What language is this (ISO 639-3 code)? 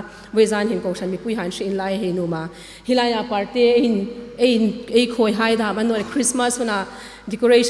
hmr